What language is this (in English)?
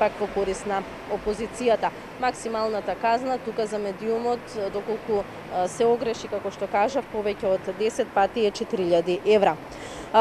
Macedonian